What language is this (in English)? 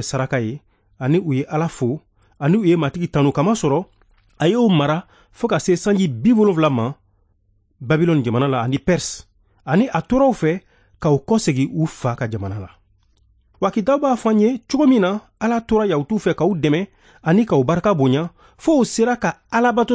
Bambara